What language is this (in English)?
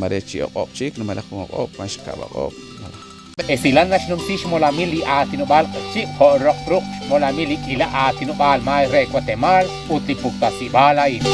Kekchí